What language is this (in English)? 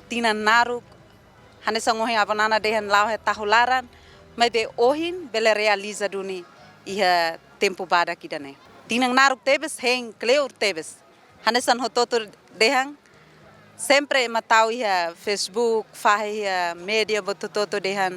Tetum